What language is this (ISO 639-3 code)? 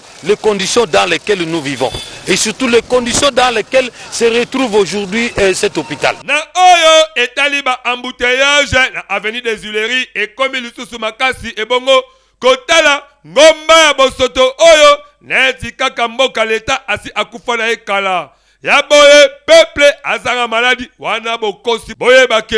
lin